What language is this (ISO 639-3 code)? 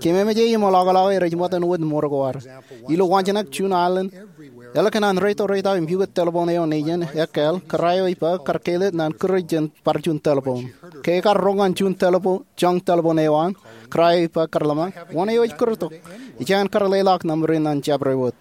mah